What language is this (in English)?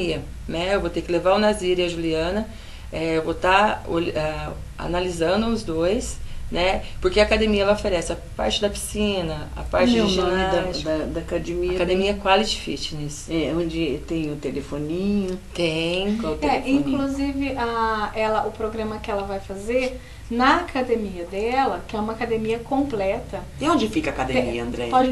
Portuguese